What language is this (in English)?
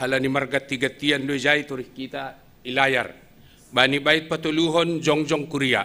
Batak Simalungun